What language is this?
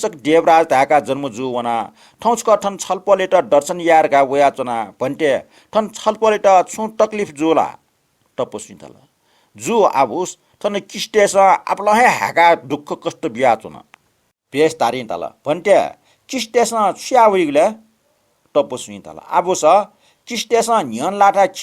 Newari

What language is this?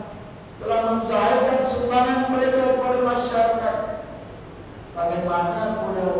Malay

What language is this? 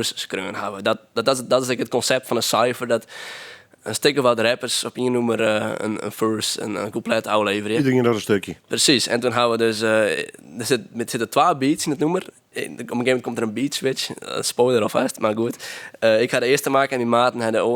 Western Frisian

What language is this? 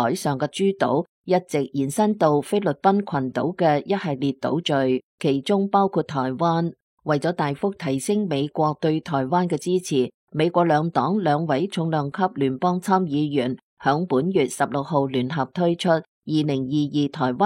Cantonese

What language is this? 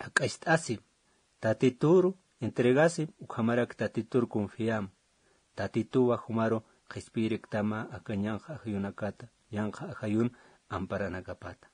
Aymara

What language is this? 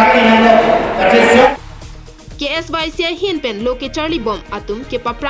Karbi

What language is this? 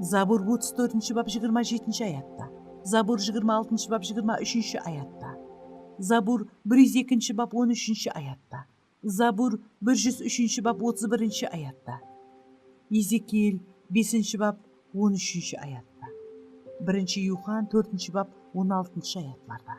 Kara-Kalpak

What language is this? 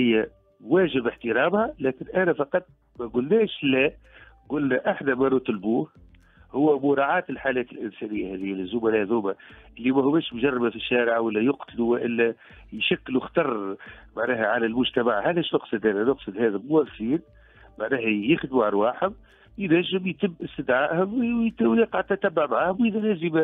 Tunisian Arabic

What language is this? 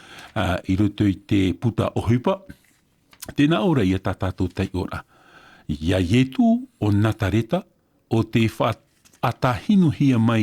Tahitian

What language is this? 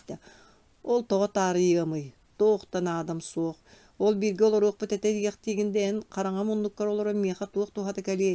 Yakut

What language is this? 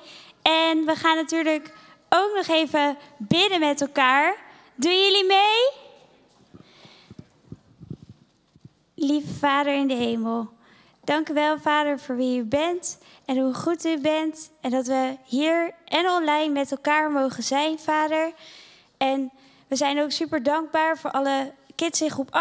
Dutch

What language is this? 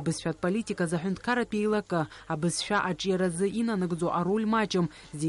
Abkhazian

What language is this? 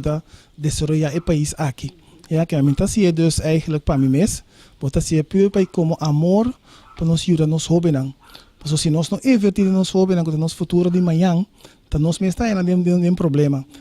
Papiamento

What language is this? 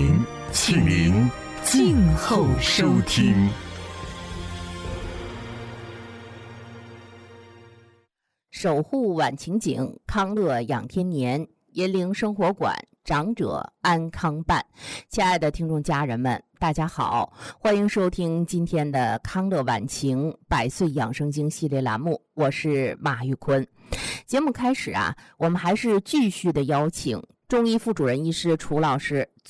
Chinese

